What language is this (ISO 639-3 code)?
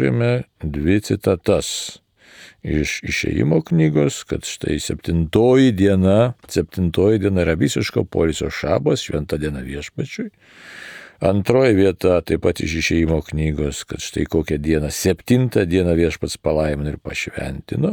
lit